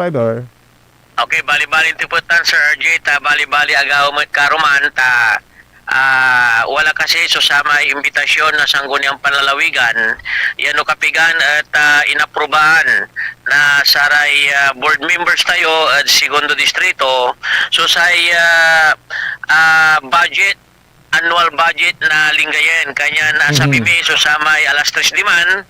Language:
Pangasinan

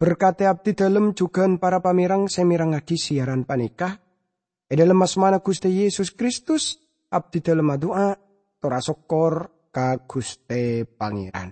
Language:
Madurese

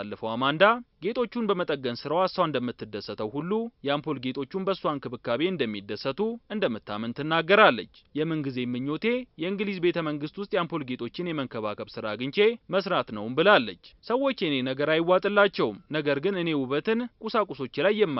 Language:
Amharic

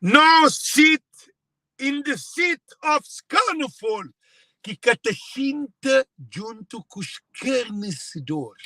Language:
Kabuverdianu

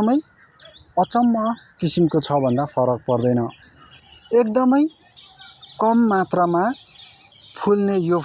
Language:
Nepali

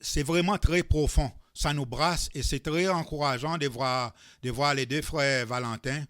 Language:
Seselwa Creole French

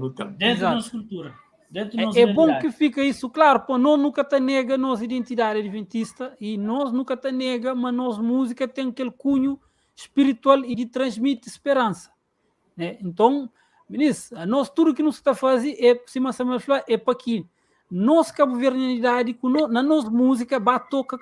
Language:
Kabuverdianu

